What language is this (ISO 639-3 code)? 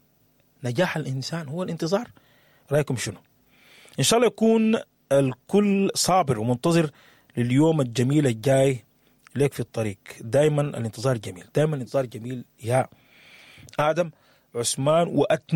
apd